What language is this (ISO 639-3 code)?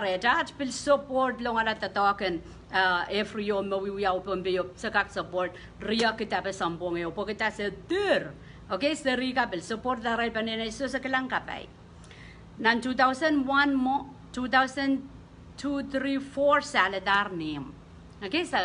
pon